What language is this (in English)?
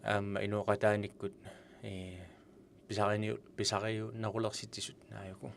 Kalaallisut